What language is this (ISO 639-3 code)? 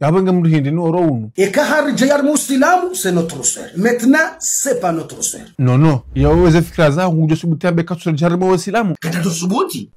zdj